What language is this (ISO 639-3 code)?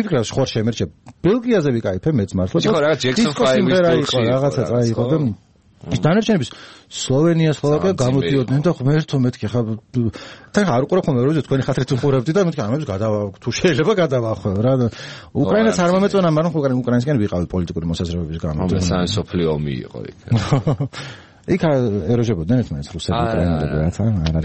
kat